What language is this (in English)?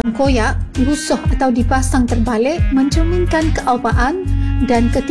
Malay